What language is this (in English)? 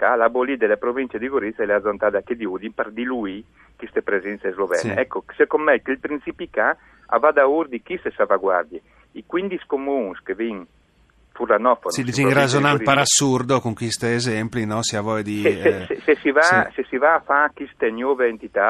Friulian